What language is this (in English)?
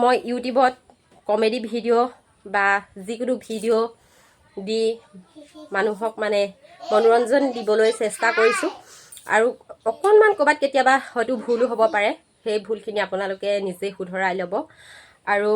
Assamese